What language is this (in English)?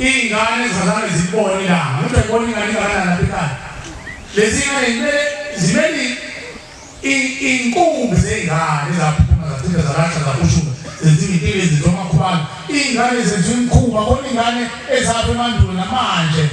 Zulu